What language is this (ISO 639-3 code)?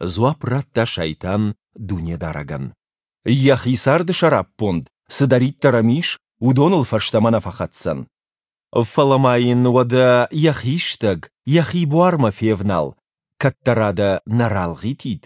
oss